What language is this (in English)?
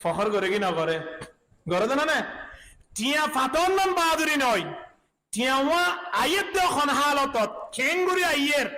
Rohingya